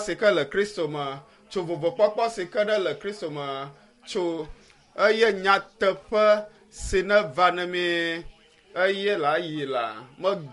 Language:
Ewe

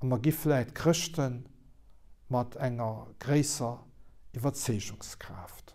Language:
Luxembourgish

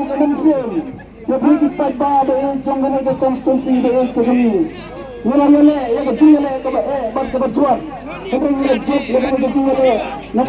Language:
Khasi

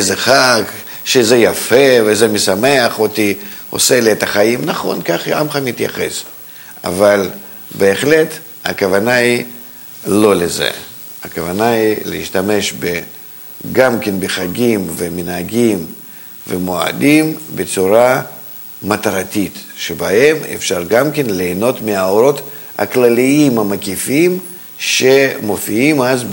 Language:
Hebrew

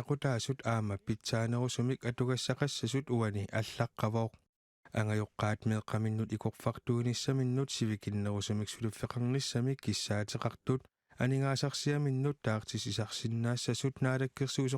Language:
Kalaallisut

